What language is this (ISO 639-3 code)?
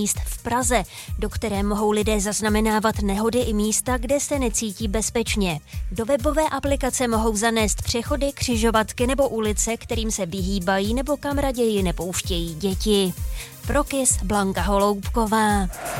ces